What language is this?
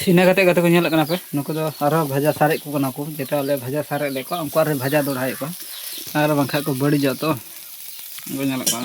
Santali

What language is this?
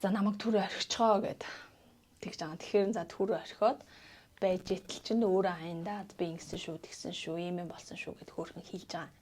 Mongolian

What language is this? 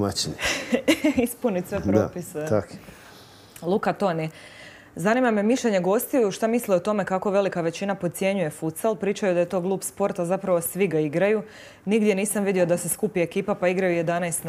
Croatian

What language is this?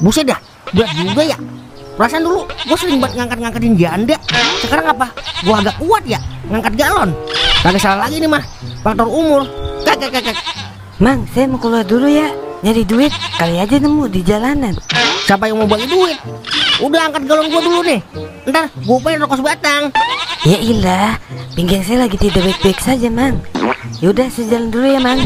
Betawi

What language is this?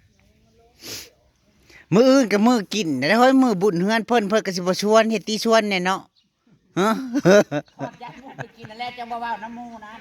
Northeastern Thai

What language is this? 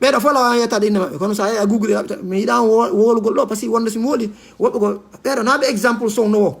Fula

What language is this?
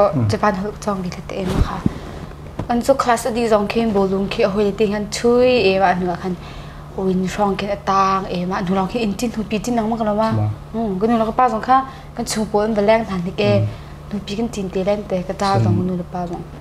Hakha Chin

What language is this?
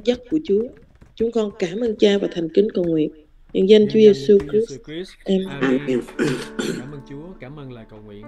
Vietnamese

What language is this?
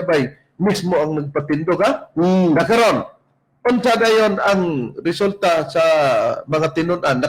Cebuano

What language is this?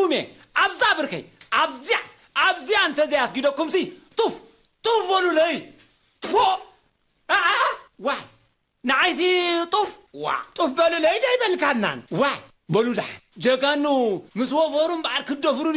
Tigrinya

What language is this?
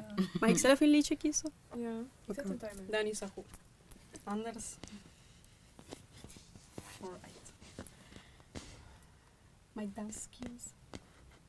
Dutch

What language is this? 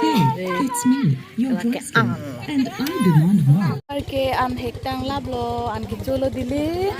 Karbi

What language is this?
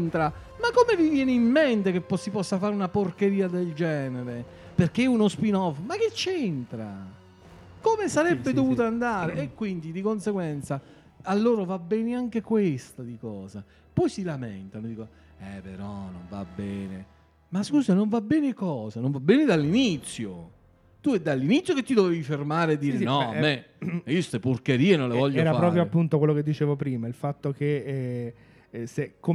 Italian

